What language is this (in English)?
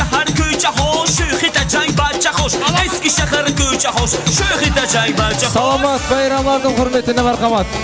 Kara-Kalpak